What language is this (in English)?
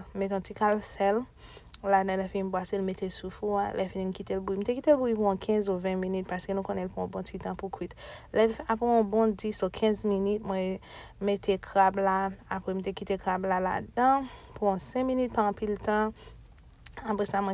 Haitian Creole